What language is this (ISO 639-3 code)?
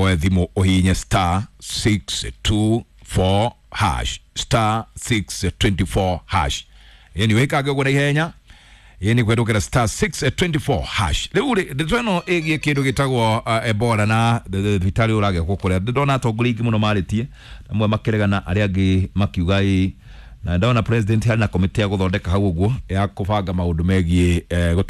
kik